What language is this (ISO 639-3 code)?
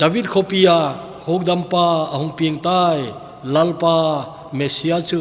tcz